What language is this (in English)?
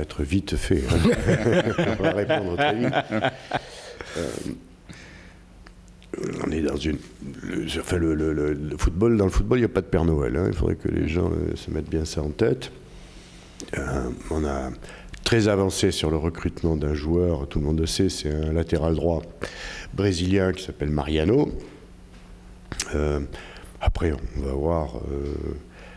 French